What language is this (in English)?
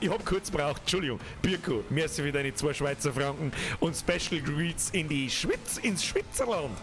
Bavarian